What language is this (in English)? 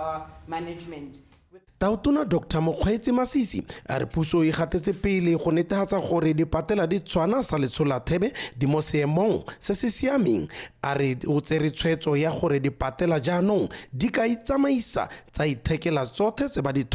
Tswana